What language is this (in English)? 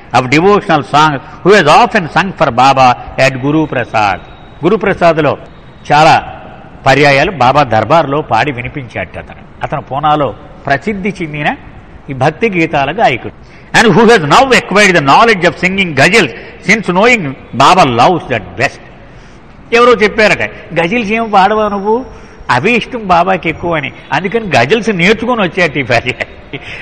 Telugu